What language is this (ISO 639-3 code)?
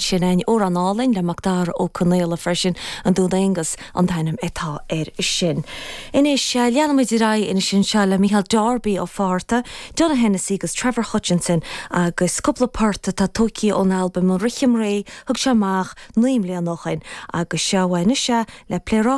gle